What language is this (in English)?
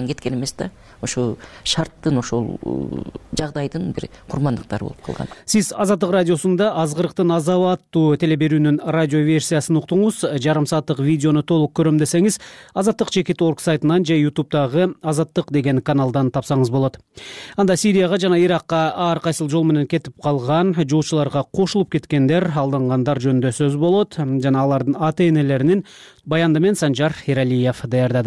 Kyrgyz